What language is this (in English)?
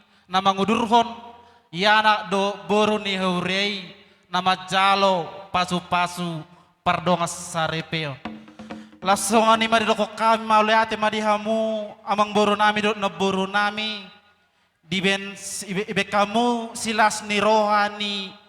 Batak Toba